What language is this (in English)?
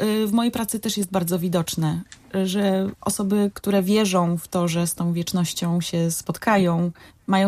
Polish